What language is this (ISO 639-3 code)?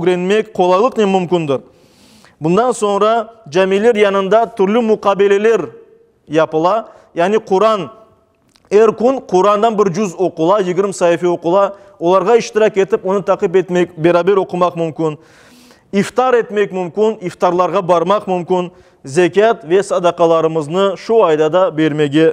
crh